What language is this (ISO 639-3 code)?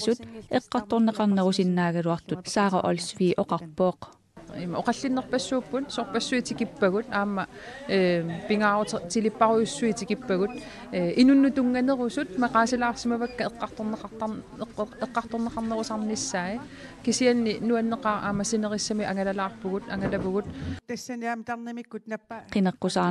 kal